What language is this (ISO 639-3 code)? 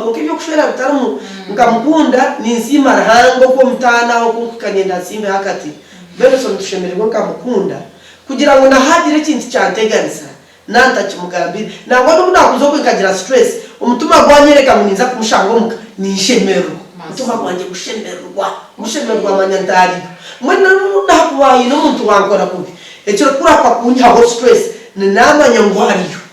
nyn